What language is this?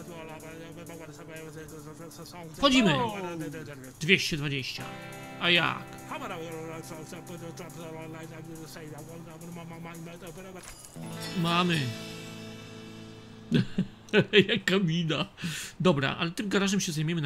Polish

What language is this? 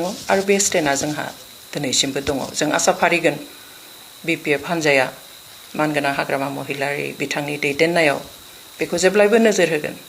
Bodo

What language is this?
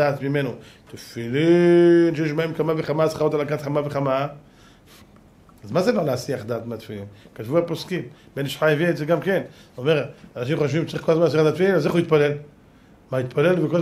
Hebrew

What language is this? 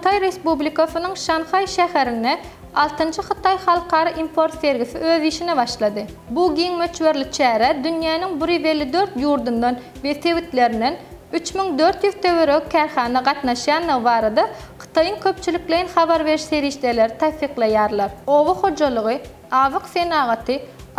Turkmen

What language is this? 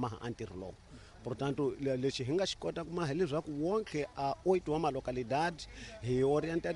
Tsonga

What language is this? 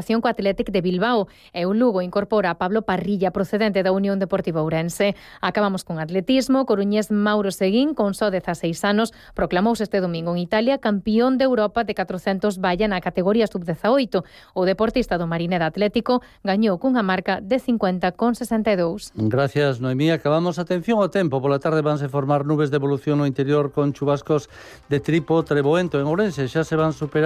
Galician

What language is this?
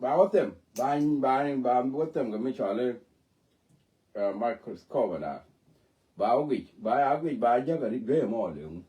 Nuer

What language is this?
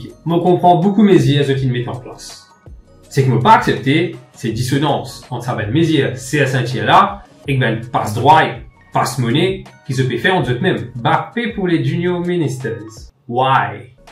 Morisyen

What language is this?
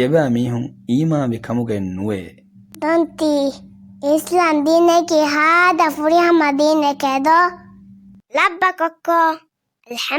Divehi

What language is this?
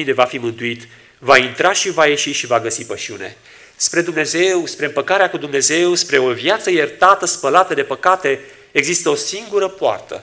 Romanian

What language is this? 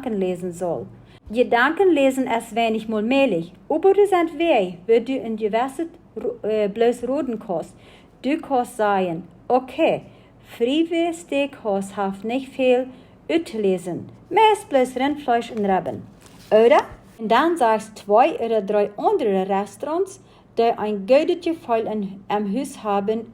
Plautdietsch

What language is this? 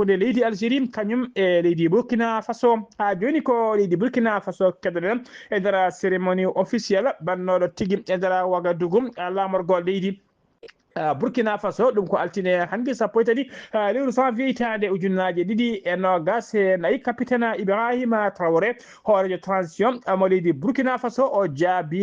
Fula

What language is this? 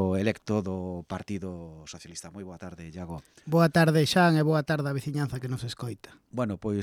Galician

